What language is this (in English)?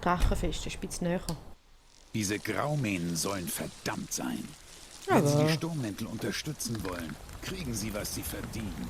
Swiss German